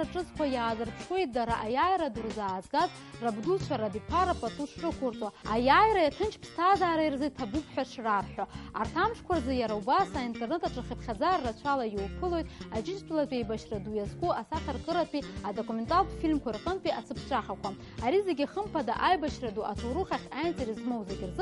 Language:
Abkhazian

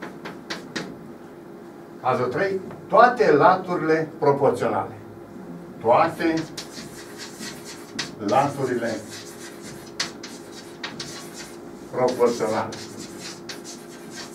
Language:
Romanian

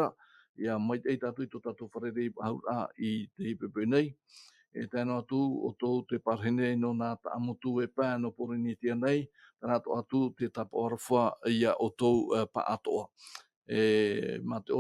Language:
Tahitian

